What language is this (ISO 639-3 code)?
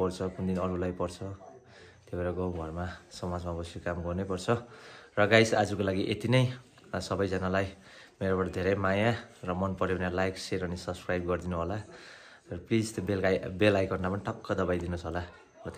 nep